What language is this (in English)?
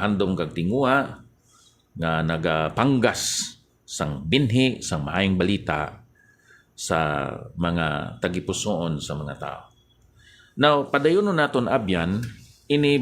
Hiligaynon